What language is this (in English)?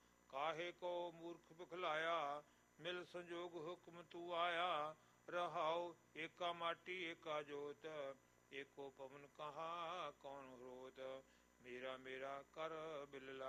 Punjabi